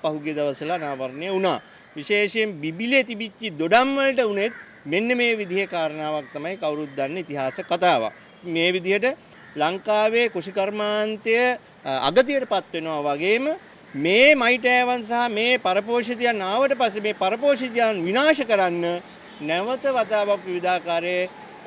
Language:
Sinhala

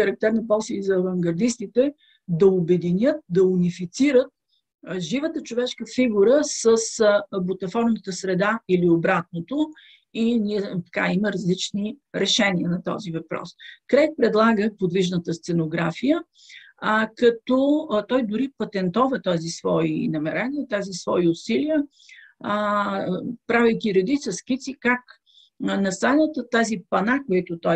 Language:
Bulgarian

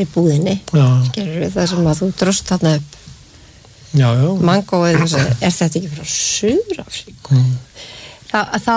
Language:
Icelandic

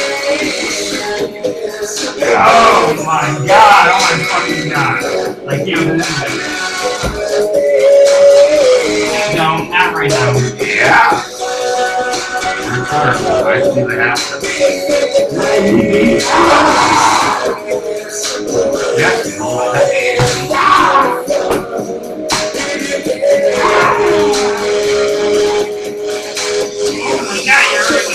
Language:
English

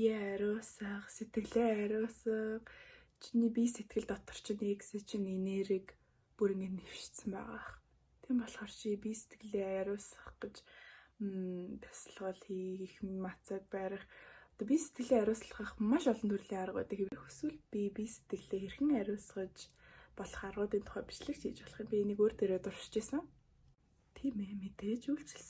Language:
Mongolian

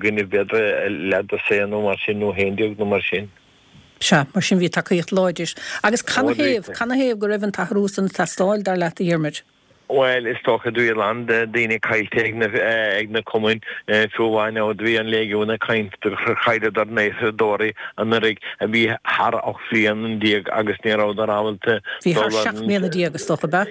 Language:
Irish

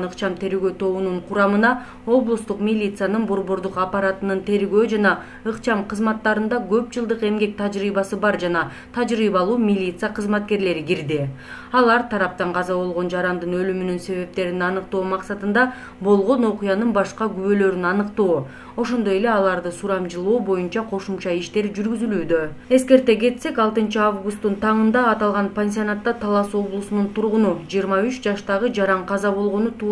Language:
Kyrgyz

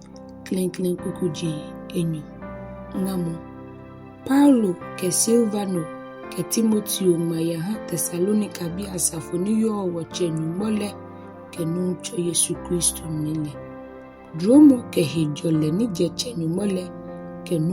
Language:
Ga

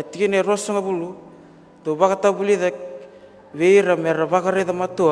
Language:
Fijian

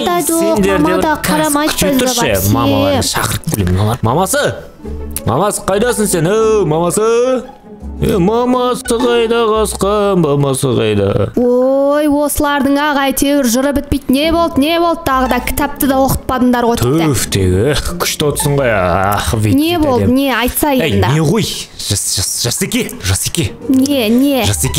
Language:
Kazakh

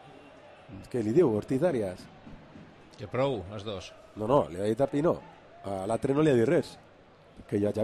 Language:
Catalan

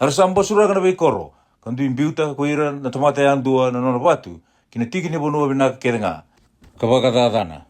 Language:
Fijian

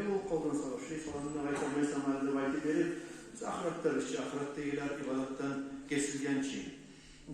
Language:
Kumyk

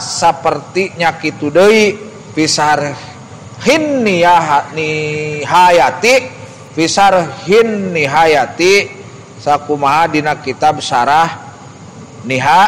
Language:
Sundanese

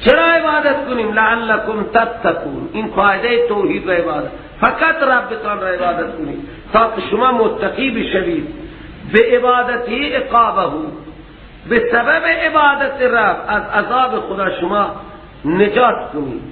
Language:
Persian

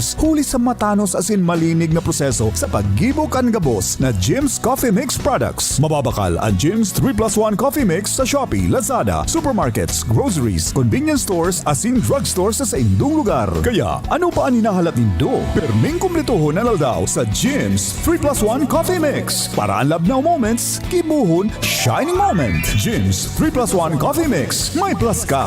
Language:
Bikol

